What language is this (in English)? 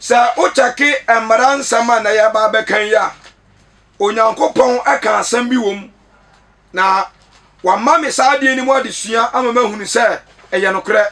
Akan